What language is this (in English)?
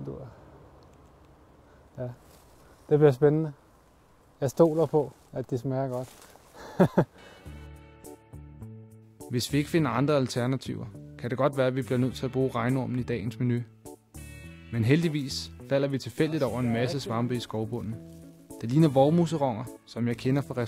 Danish